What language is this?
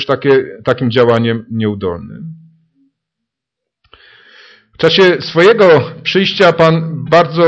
Polish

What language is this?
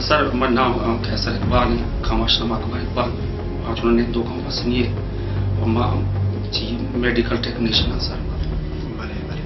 Baluchi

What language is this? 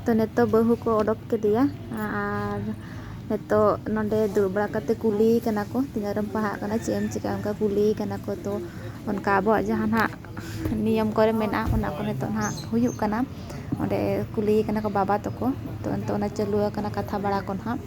Santali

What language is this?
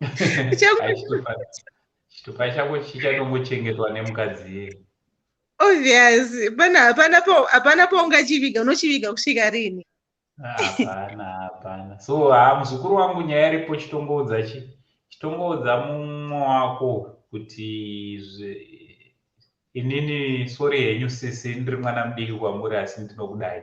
Shona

